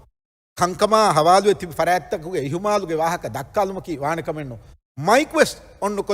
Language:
Divehi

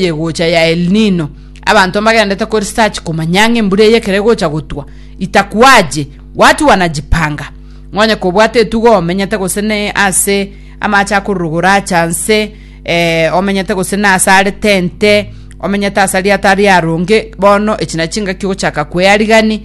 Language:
Gusii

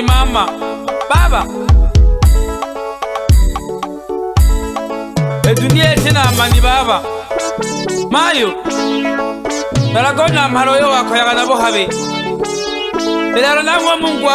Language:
Swahili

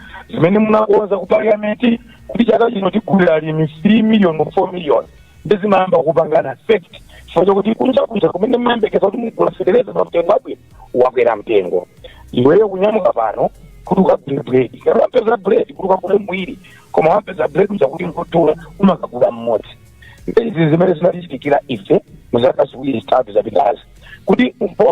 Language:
Nyanja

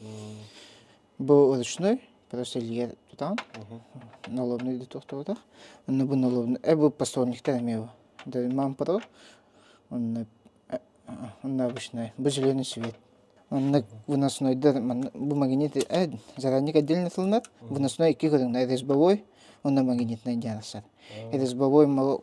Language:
Yakut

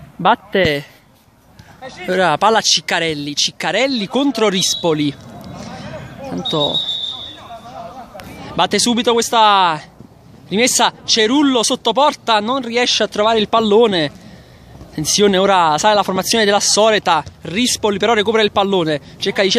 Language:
Italian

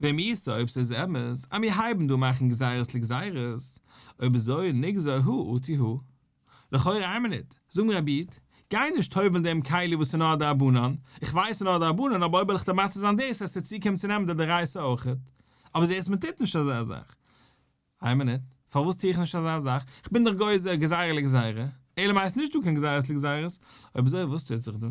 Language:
Yiddish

